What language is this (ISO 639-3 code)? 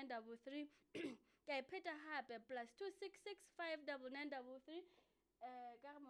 sot